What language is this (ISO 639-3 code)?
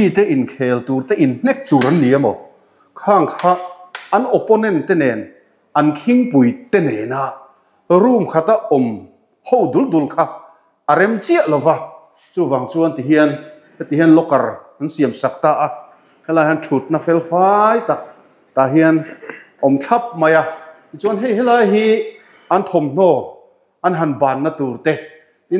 lus